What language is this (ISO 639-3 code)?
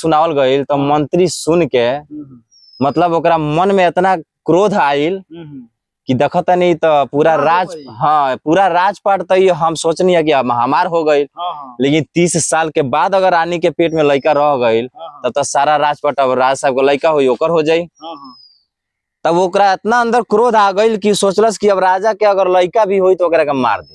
bho